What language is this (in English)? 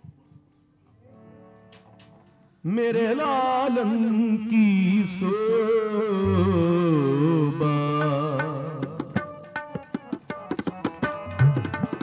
Hindi